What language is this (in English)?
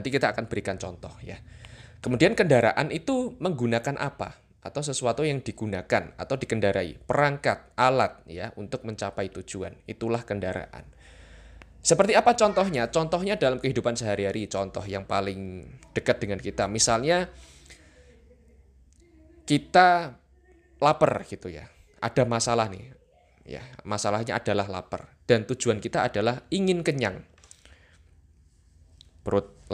Indonesian